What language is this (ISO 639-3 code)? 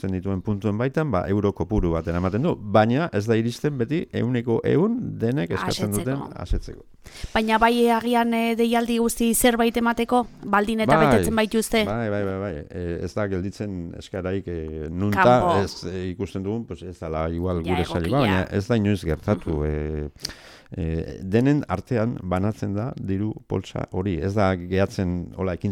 eus